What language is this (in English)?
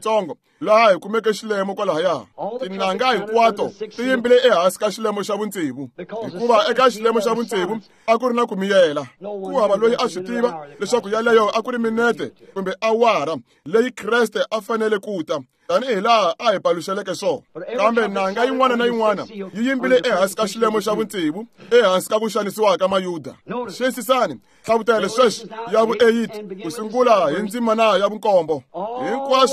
Tsonga